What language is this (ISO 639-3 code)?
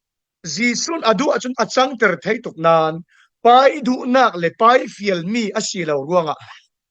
cfm